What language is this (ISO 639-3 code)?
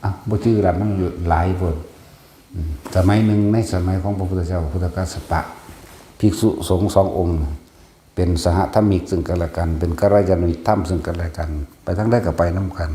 tts